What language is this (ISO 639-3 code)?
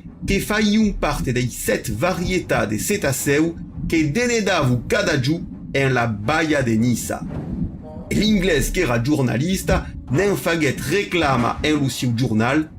oci